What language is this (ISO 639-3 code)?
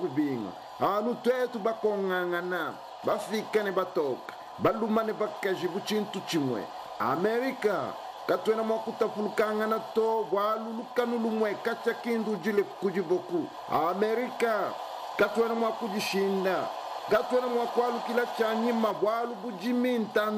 lua